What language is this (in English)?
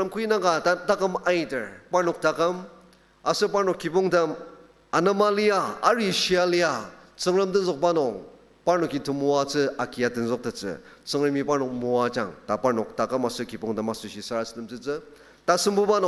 Ao Naga